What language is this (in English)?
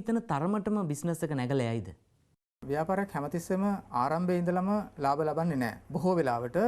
Sinhala